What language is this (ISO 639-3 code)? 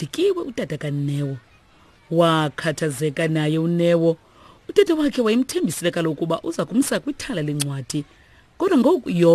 xho